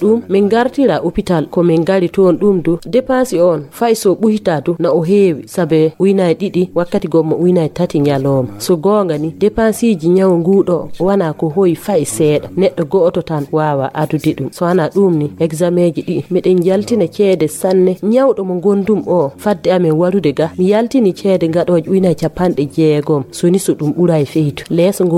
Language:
Fula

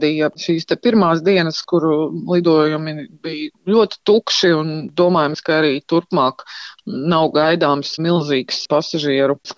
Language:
Latvian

